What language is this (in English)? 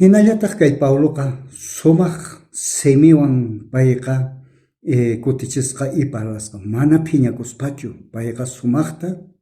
South Bolivian Quechua